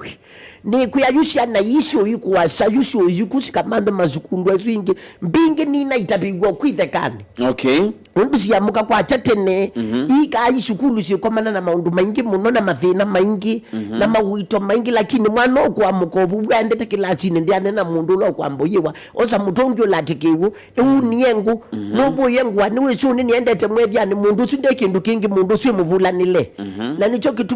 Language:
Kamba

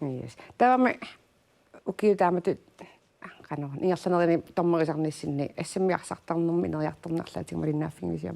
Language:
Kalaallisut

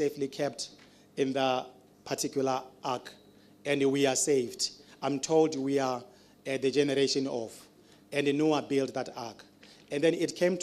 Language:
Tswana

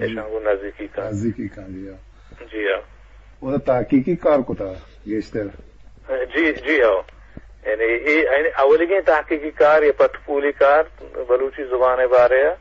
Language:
Eastern Balochi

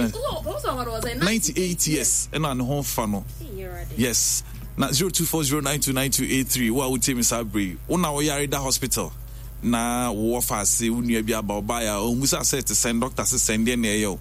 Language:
Akan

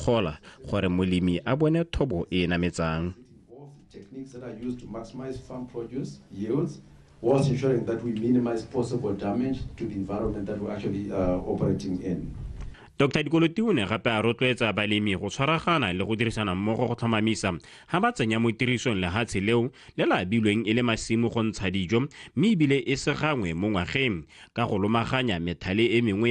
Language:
Tswana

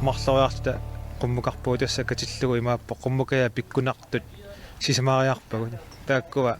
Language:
Kalaallisut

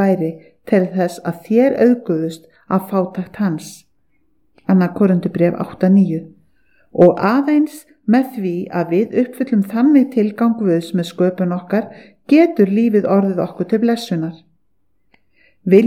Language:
Icelandic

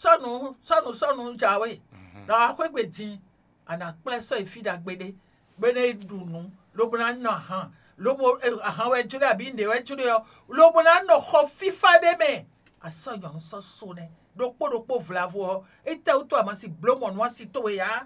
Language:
Fon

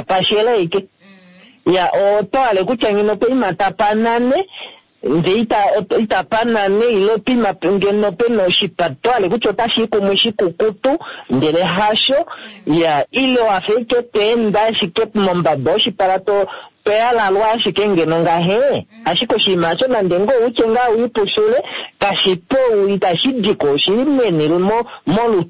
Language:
Kuanyama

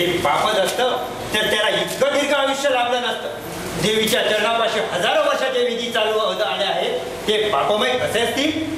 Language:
Marathi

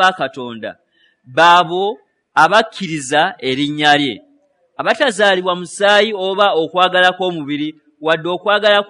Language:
Ganda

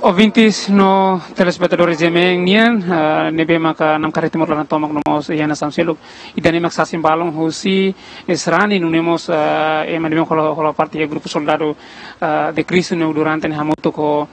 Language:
Tetum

